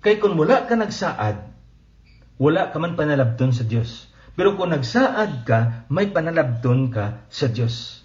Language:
Hiligaynon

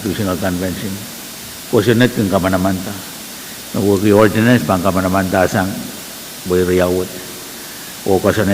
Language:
Pohnpeian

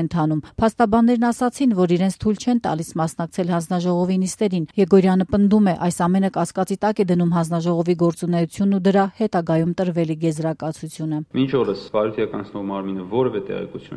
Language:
Armenian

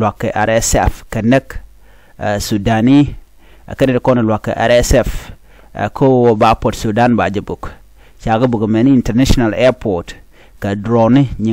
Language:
Nuer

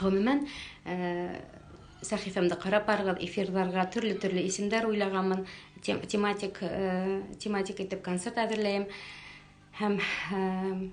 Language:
Bashkir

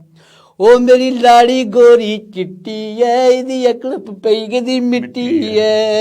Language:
Dogri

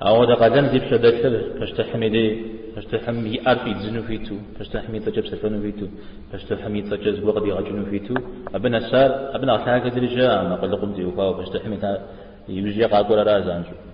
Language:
Kabardian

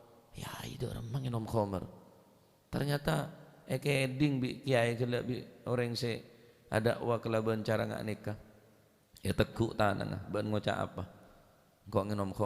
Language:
Madurese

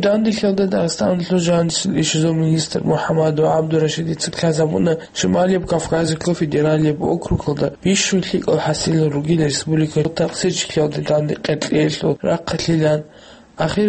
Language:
Avaric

